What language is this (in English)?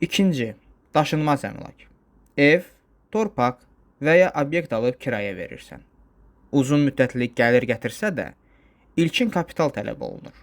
Azerbaijani